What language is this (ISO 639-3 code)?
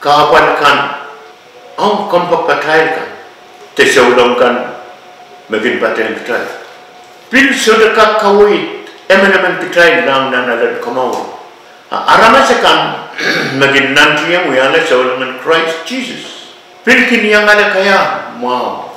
pon